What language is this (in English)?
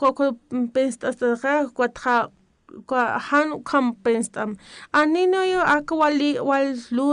Aymara